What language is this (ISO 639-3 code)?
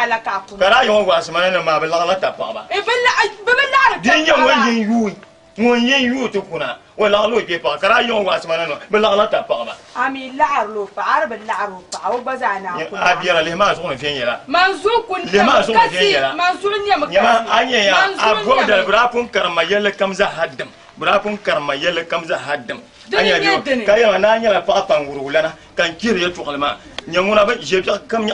dag